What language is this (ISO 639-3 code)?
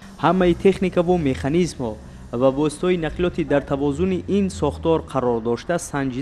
tgk